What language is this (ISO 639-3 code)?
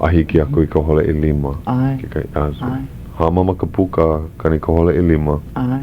haw